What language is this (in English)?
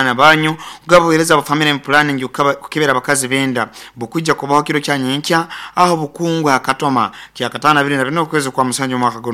Nyoro